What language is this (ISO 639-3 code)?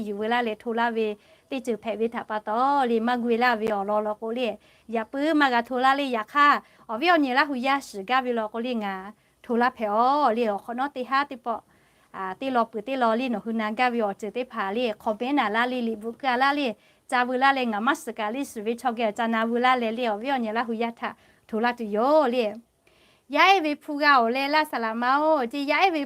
lhu